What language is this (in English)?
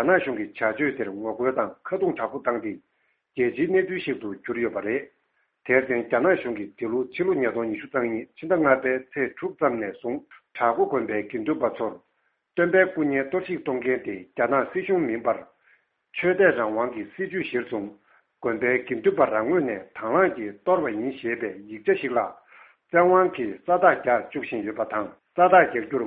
Tibetan